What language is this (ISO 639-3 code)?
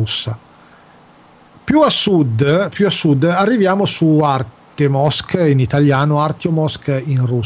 ita